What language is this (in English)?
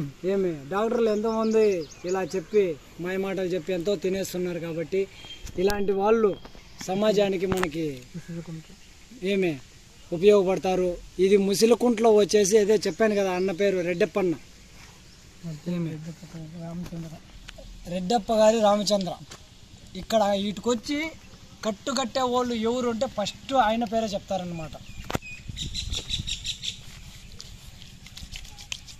Telugu